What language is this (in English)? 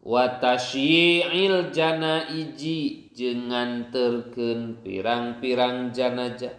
Sundanese